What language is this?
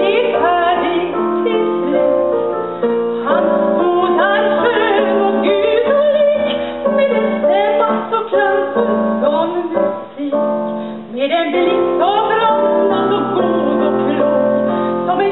Swedish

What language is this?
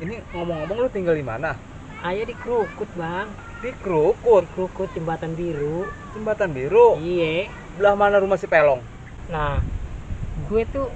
Betawi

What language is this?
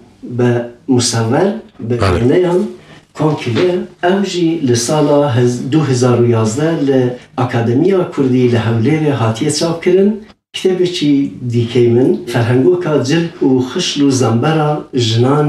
Kurdish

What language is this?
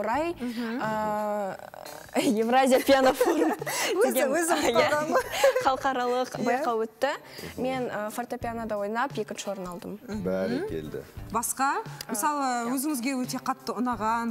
Kazakh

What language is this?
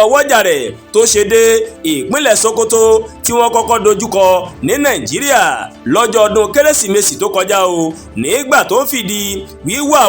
Yoruba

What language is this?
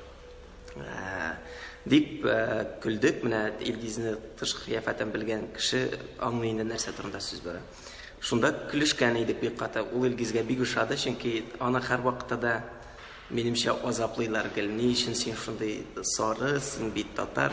Tatar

